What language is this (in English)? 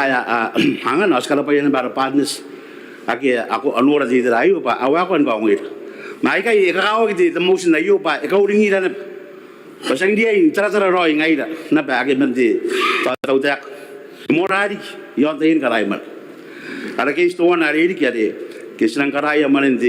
Gilbertese